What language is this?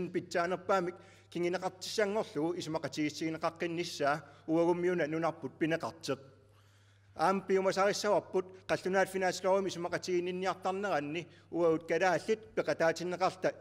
Kalaallisut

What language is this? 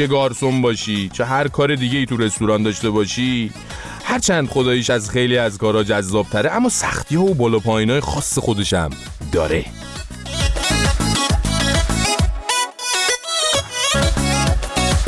Persian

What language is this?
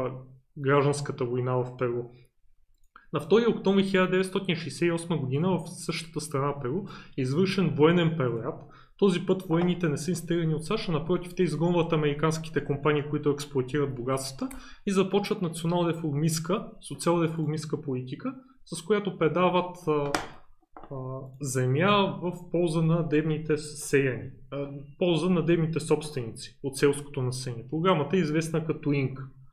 Bulgarian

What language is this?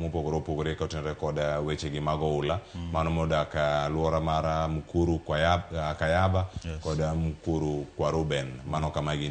Luo (Kenya and Tanzania)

